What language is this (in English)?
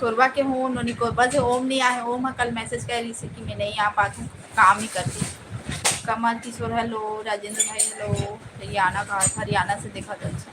Chhattisgarhi